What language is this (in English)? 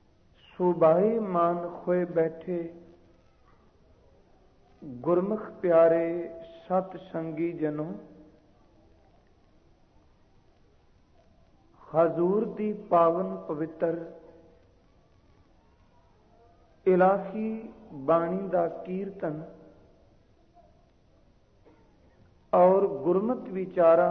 Punjabi